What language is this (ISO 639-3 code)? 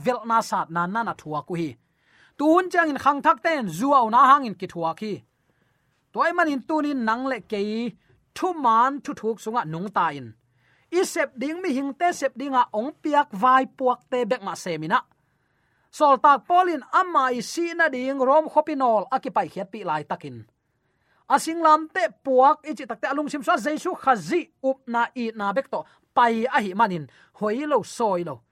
ctd